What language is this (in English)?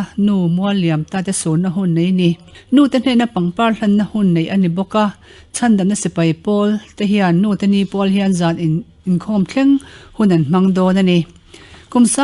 Mizo